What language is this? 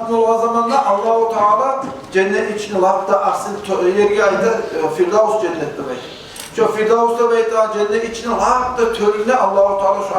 Kumyk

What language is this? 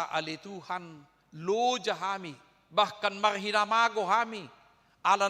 Batak Toba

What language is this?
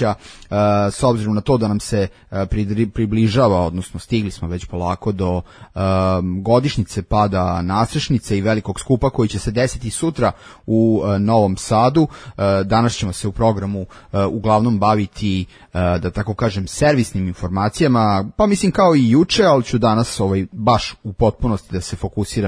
Serbian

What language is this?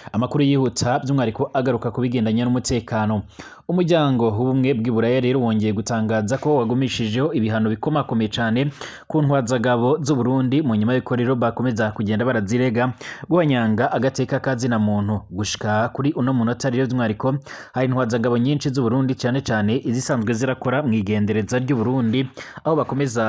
Rundi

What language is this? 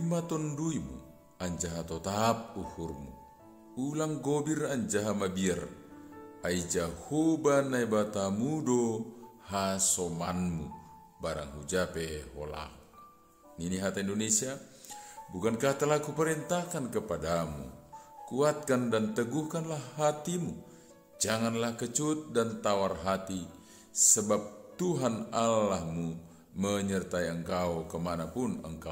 Batak Simalungun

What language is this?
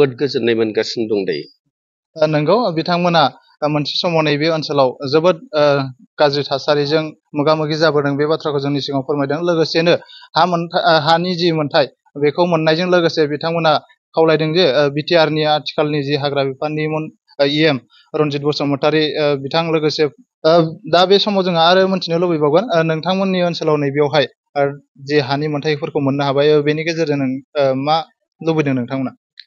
Bodo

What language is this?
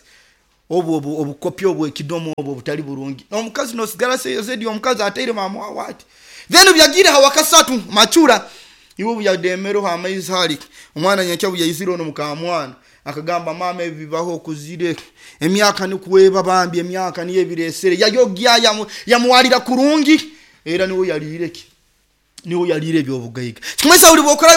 Nyoro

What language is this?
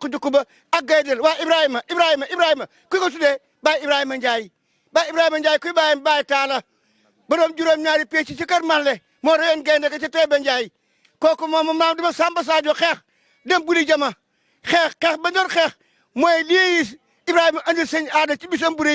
Wolof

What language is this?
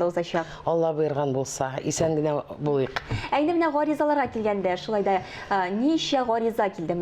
Tatar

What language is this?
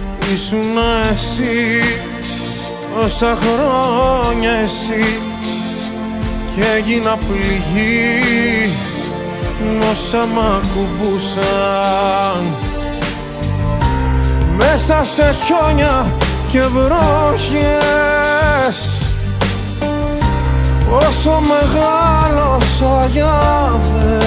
Greek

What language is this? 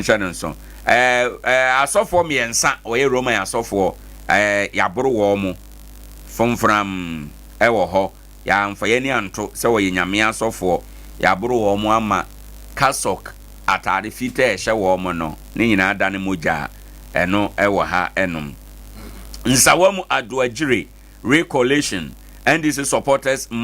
Akan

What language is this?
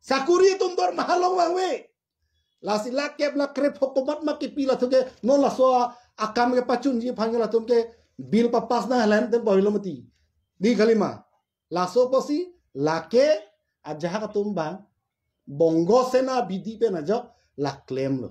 Karbi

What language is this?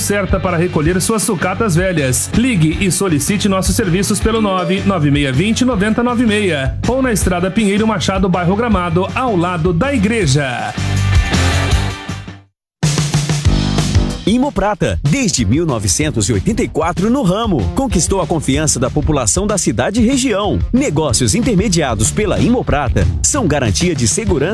Portuguese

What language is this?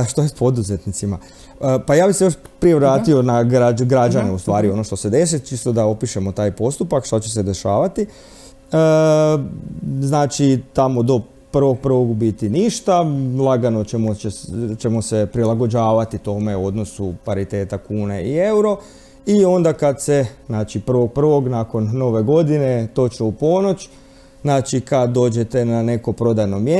Croatian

